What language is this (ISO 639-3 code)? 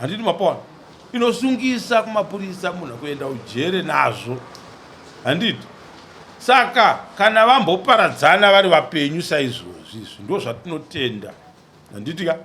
sna